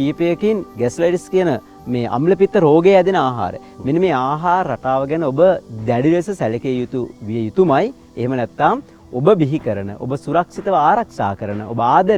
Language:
Sinhala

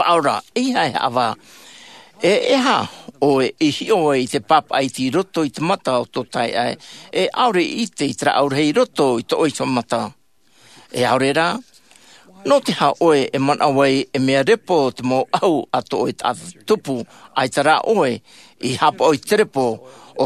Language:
Tahitian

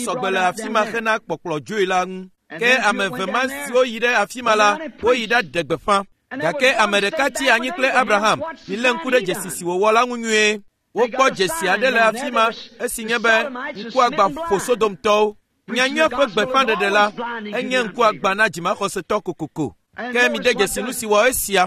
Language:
Ewe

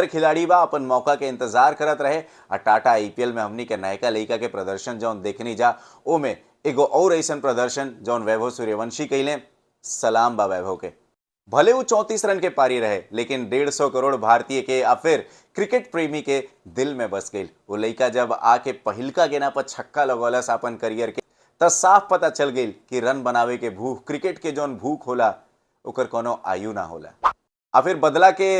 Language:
Bhojpuri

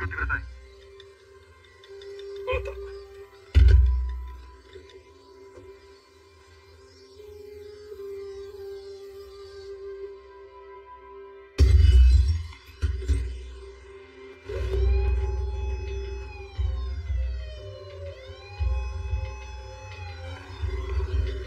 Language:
Japanese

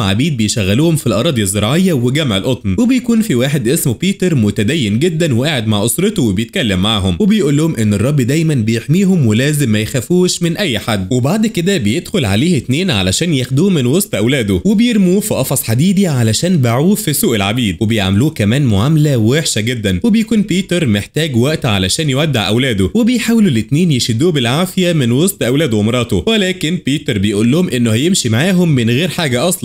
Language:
Egyptian Arabic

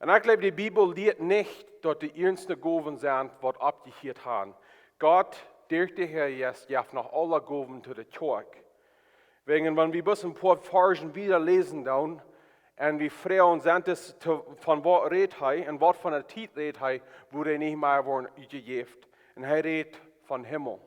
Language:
Plautdietsch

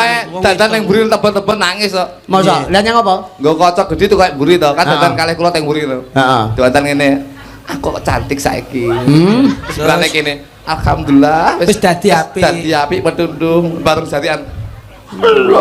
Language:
Javanese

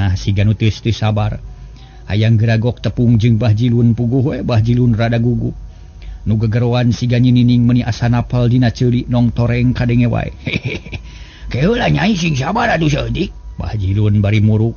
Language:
Sundanese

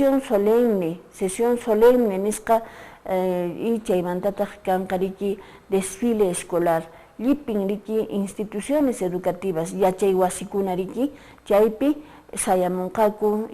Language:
Quechua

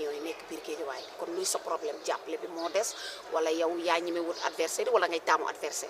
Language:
Wolof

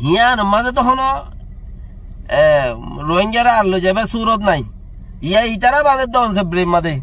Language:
Rohingya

